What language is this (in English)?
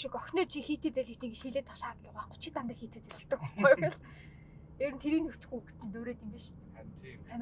Mongolian